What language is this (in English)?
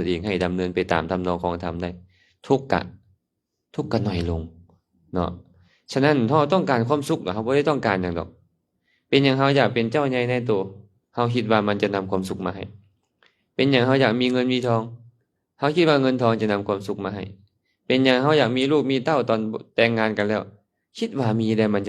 Lao